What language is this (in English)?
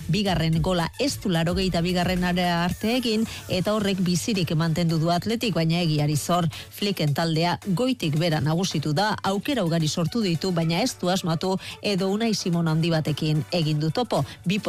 Basque